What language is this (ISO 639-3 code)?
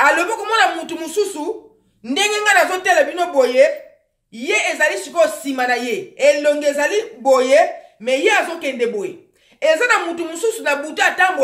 lin